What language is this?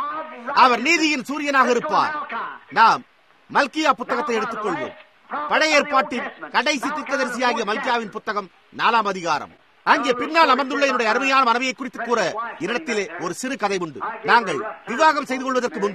Tamil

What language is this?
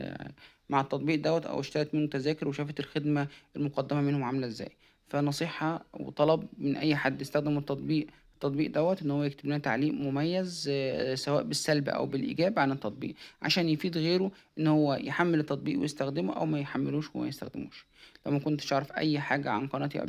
Egyptian Arabic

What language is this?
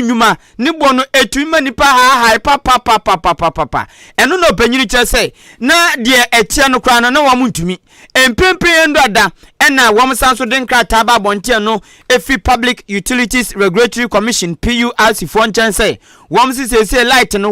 Akan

